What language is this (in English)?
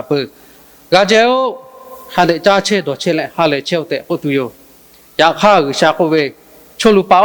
Lahu